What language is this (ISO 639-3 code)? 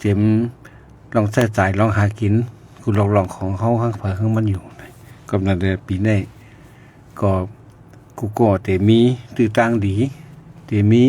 shn